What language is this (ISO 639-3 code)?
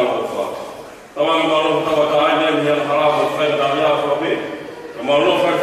ton